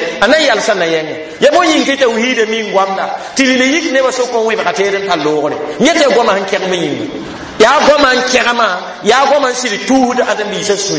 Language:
Mossi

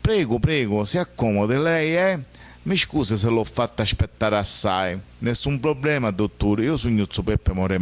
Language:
Sicilian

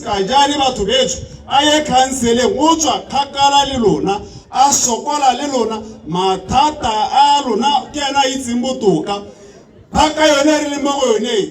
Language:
Tswana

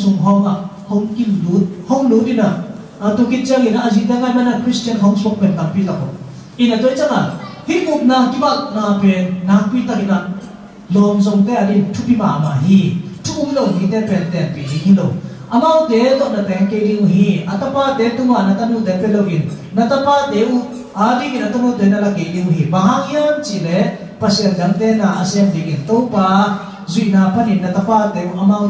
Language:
Tedim Chin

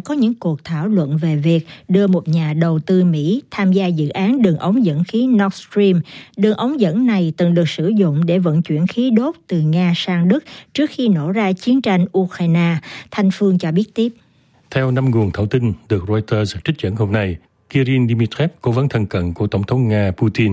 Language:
Vietnamese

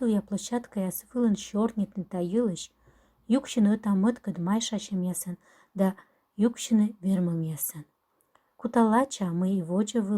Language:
Komi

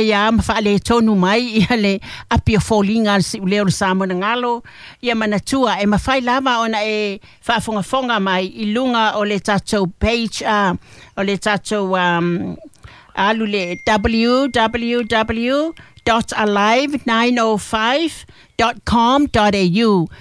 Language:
Samoan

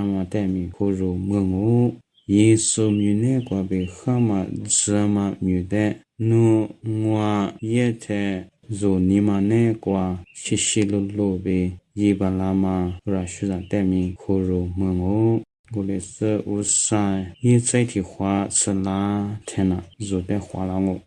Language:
Lisu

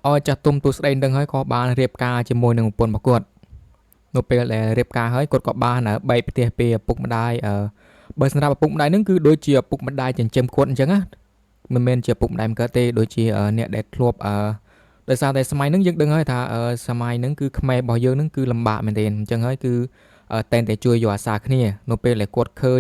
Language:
Khmer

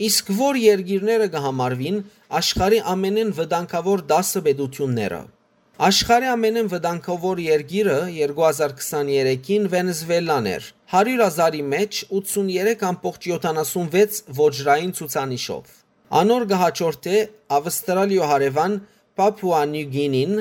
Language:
Western Armenian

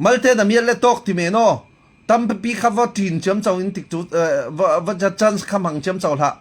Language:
Falam Chin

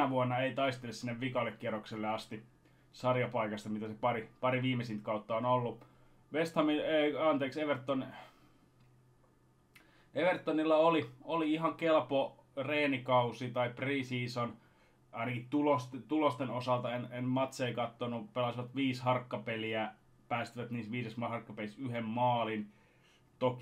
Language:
Finnish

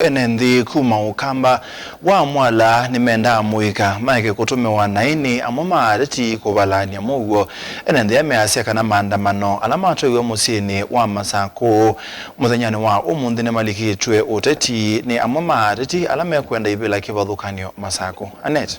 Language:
Kamba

